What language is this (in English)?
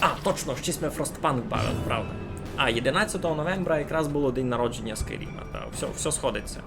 Rusyn